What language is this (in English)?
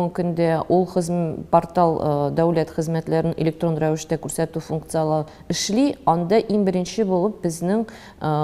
Tatar